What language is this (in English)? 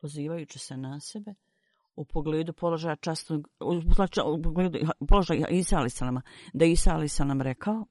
Bosnian